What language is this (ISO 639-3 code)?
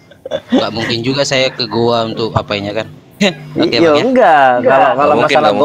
ind